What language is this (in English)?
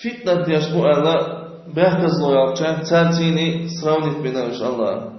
Chechen